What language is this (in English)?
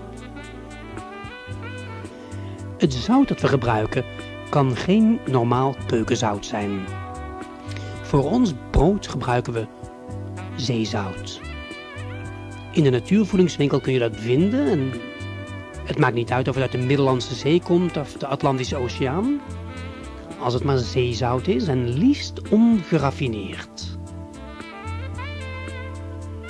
Dutch